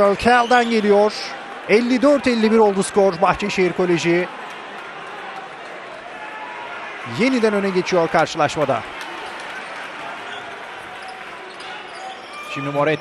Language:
Turkish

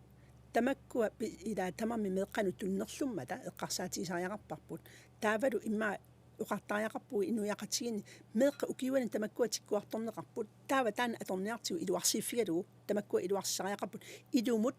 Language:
Kalaallisut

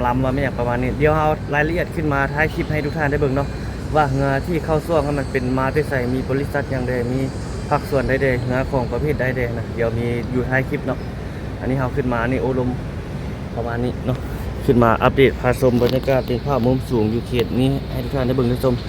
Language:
Lao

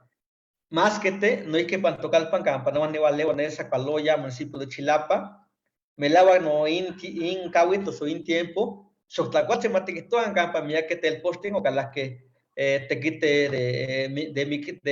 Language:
Eastern Huasteca Nahuatl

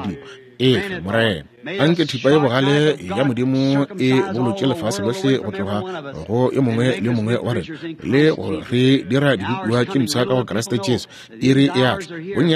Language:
Northern Sotho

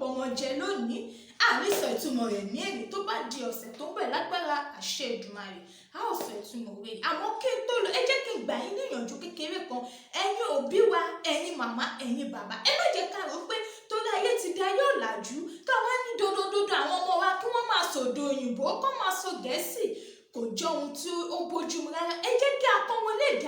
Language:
Yoruba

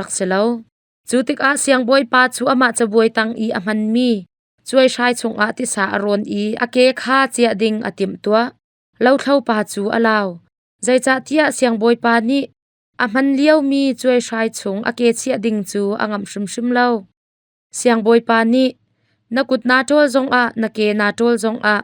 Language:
Hakha Chin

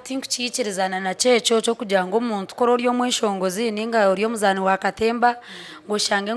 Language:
Nyankole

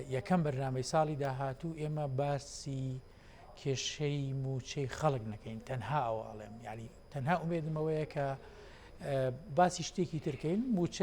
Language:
Central Kurdish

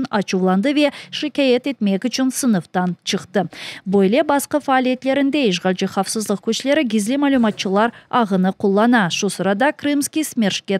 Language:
Crimean Tatar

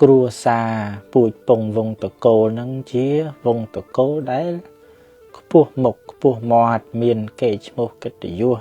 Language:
Khmer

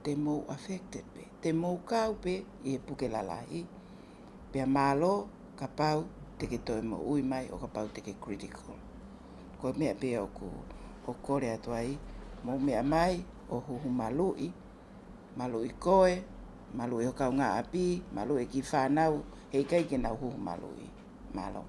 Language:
Tongan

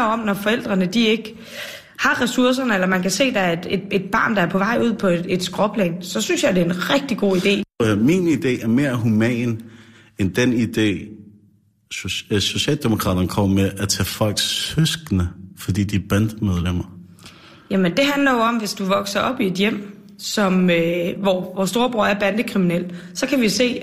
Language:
Danish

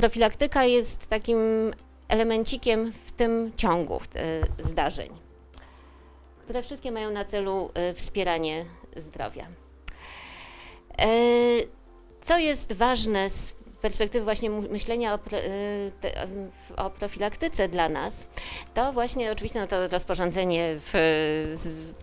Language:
Polish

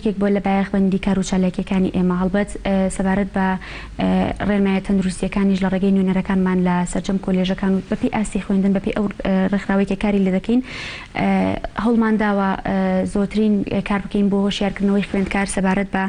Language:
Central Kurdish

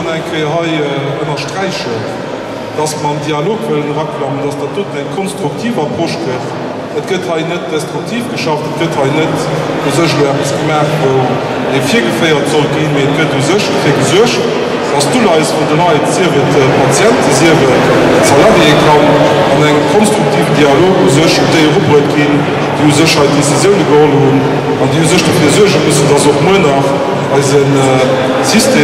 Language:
Luxembourgish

